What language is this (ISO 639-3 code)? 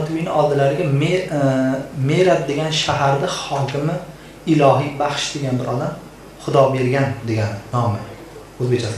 uzb